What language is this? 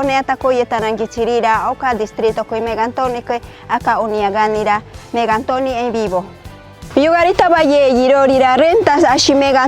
Machiguenga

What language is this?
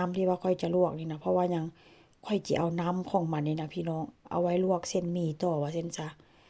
Northeastern Thai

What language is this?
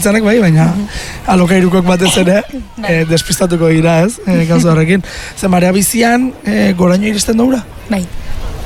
Basque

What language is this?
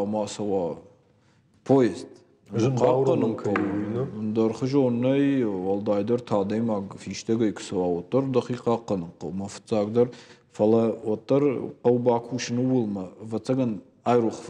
Ossetic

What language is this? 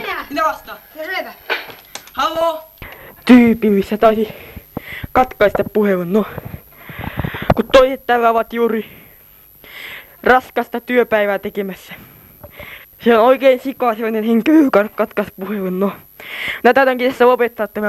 Finnish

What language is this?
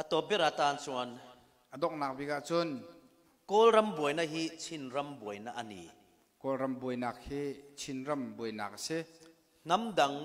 Falam Chin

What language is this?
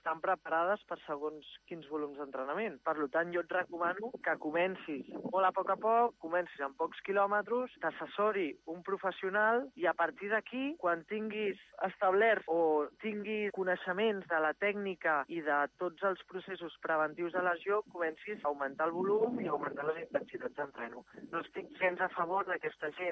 Catalan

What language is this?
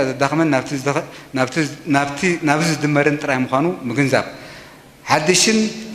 Tigrinya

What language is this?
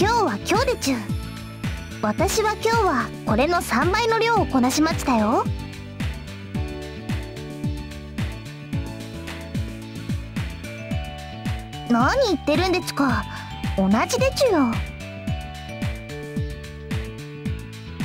Japanese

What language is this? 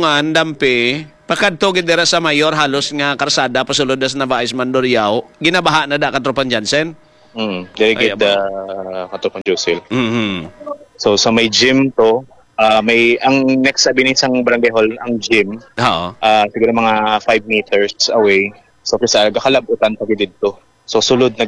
Hiligaynon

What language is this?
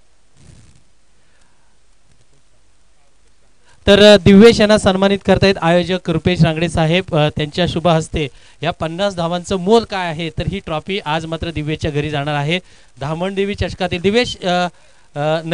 Marathi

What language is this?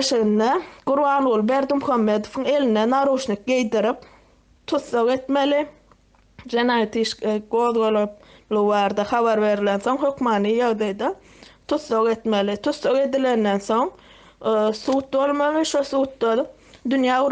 Turkmen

